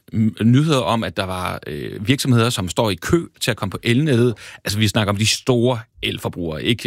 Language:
Danish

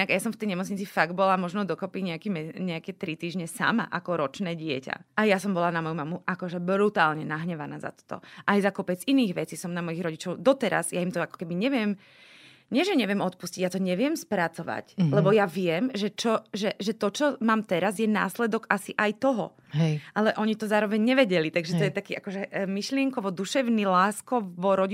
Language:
Slovak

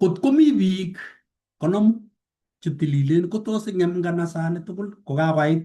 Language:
Kalenjin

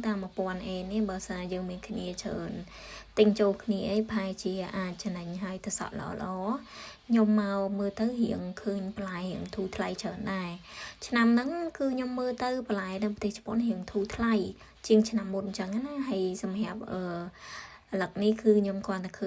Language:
Khmer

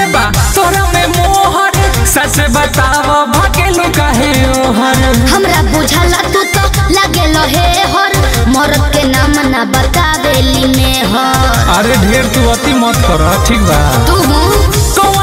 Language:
Bhojpuri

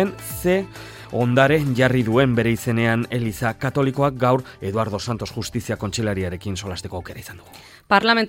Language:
Basque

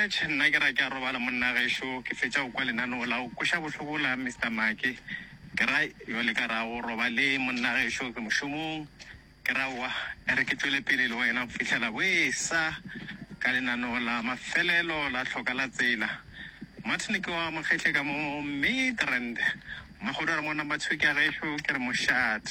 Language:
Northern Sotho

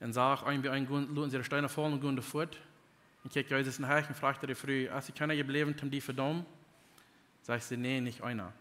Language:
Plautdietsch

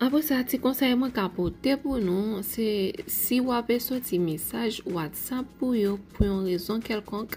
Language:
Haitian Creole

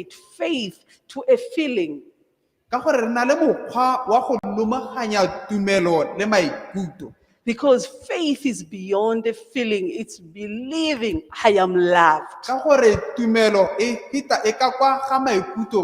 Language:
Tswana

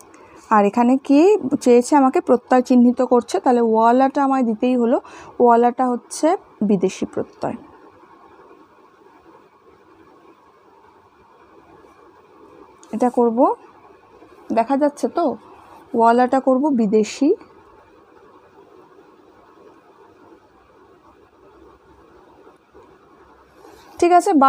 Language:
Bangla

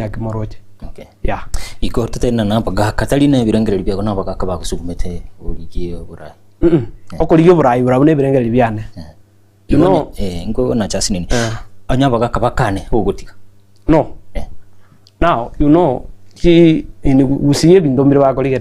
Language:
Gusii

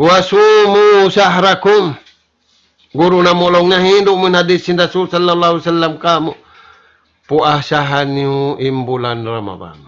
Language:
Tausug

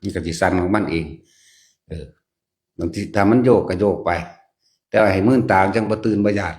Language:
Northeastern Thai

